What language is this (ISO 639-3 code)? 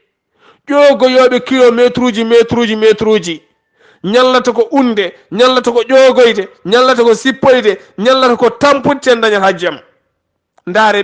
ful